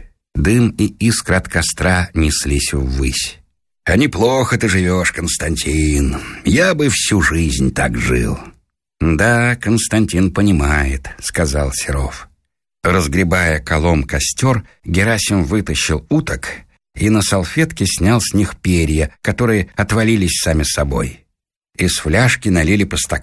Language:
Russian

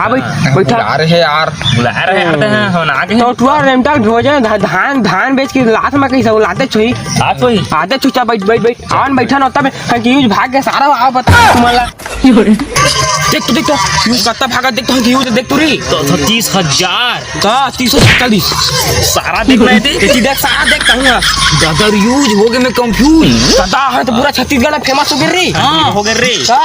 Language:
Chhattisgarhi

